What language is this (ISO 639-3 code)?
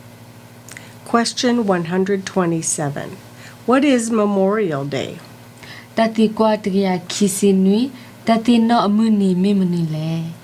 ksw